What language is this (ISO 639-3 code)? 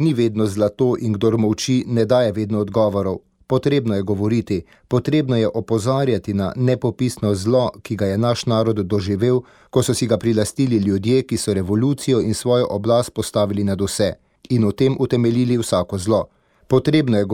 slv